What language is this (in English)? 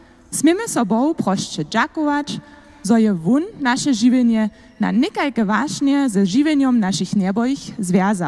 Upper Sorbian